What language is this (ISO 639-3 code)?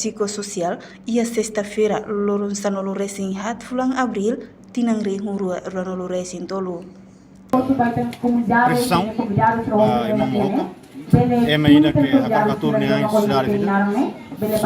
tet